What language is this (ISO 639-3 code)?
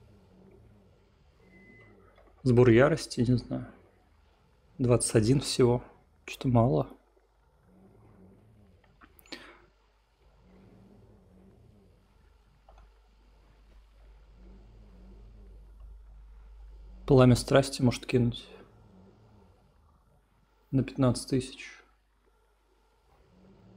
rus